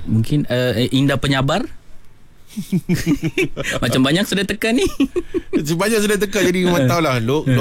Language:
Malay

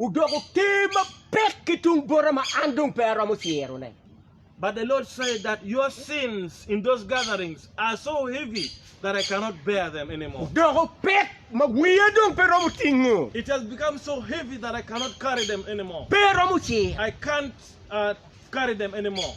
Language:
Acoli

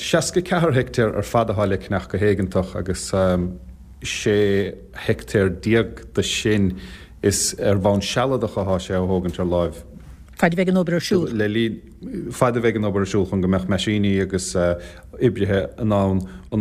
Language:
Irish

